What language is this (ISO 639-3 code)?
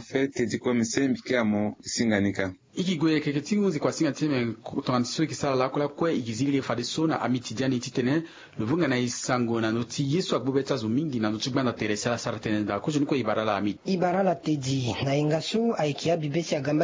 sag